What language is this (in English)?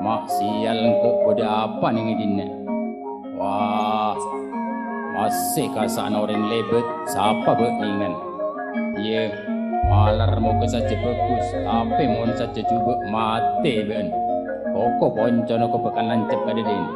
Madurese